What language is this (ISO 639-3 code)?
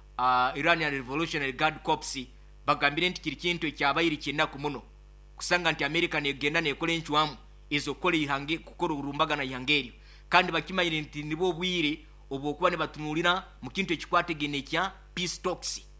nyo